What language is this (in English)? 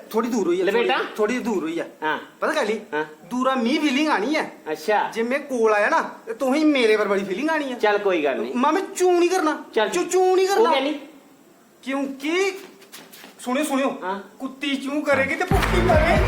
Dogri